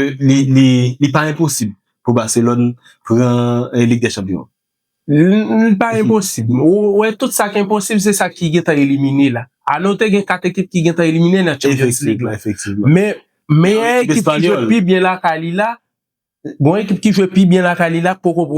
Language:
Haitian Creole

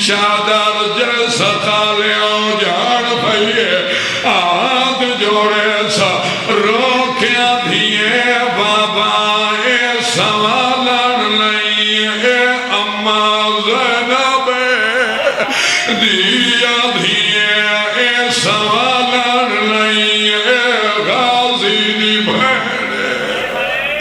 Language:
Saraiki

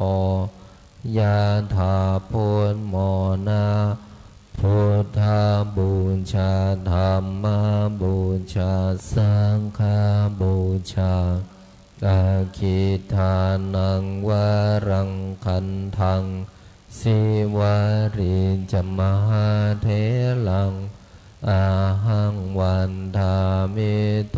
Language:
Pali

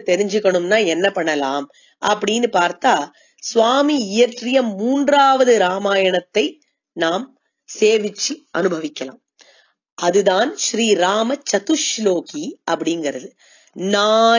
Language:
Tamil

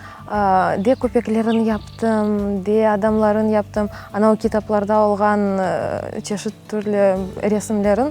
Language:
Crimean Tatar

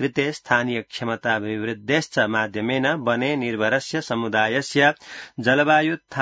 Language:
Sanskrit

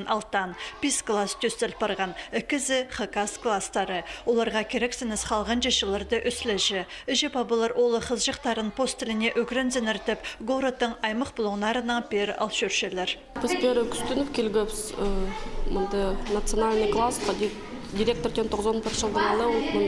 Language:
Khakas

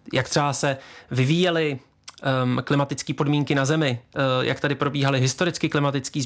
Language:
Czech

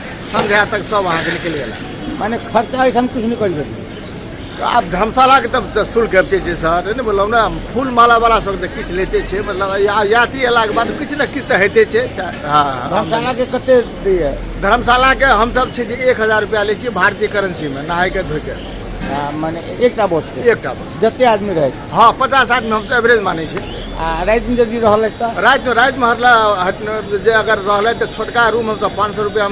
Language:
Maithili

